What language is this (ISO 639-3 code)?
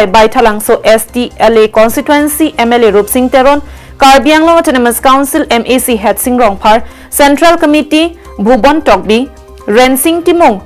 mjw